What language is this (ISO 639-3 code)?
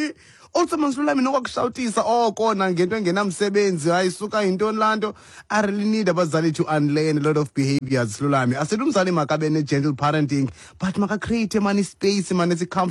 xho